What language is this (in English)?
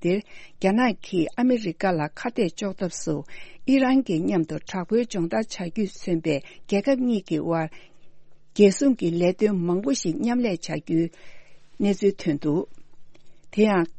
Tibetan